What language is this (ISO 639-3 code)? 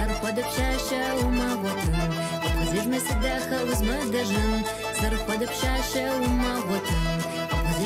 abk